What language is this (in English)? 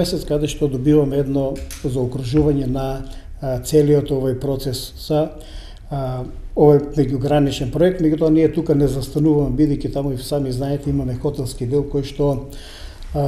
Macedonian